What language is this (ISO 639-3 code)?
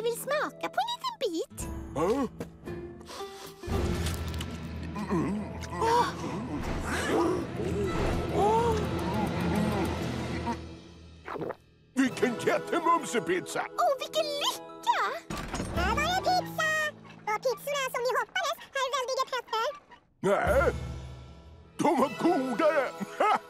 swe